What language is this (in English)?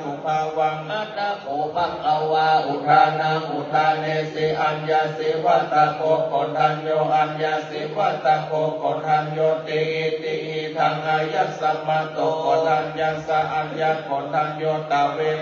Pali